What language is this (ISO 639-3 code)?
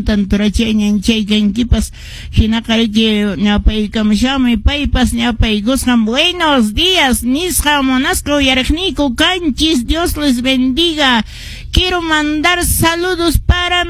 que